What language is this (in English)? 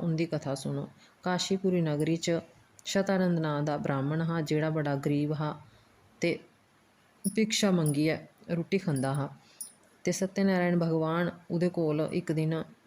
Dogri